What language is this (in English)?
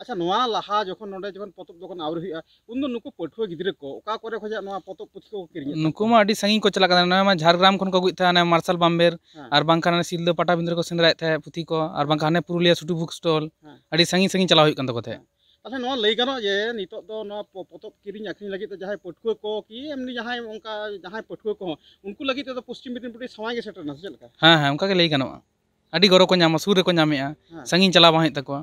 Santali